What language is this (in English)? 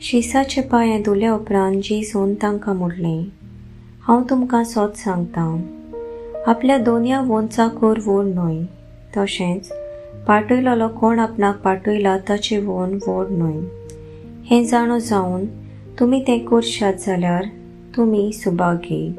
Konkani